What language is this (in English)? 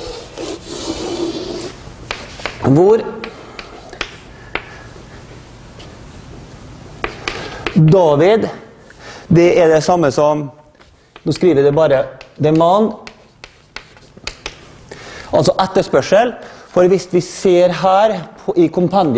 Norwegian